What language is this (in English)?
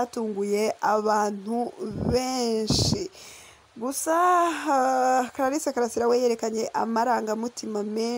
Kinyarwanda